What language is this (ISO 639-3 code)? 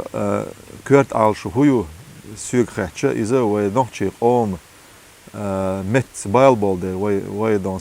che